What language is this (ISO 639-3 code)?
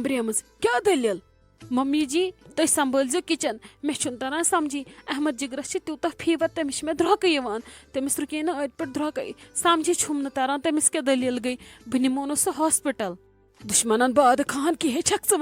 kas